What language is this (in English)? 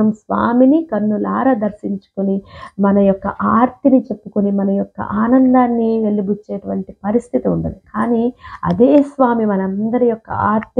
Telugu